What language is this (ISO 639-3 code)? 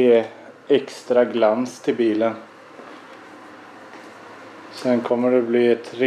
swe